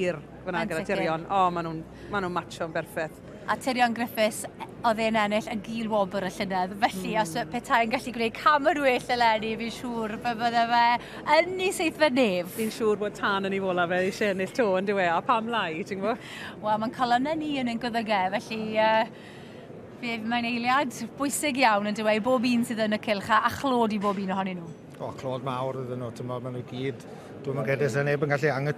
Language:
Welsh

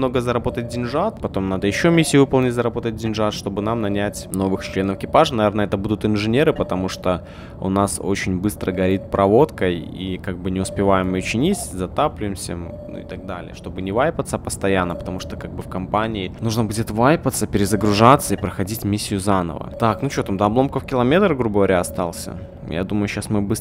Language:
Russian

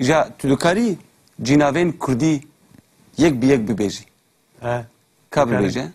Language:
Kurdish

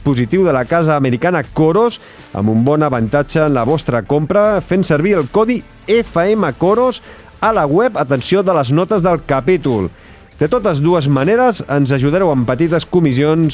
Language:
Catalan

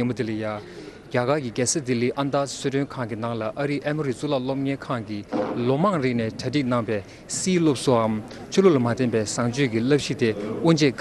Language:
Tibetan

